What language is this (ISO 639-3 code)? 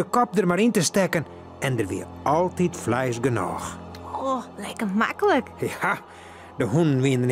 fry